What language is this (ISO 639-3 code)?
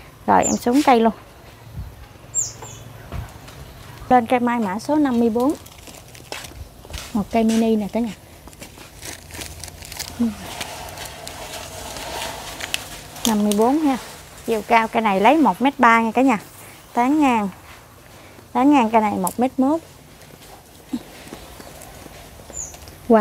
vie